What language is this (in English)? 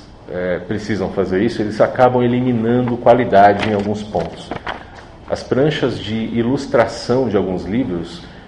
Portuguese